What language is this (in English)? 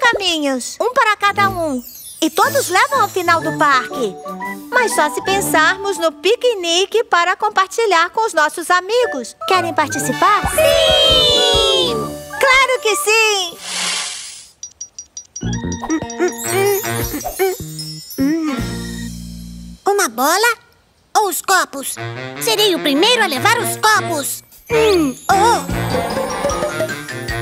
Portuguese